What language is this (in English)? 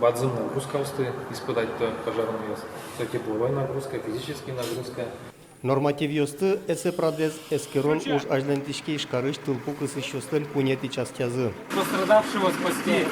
Udmurt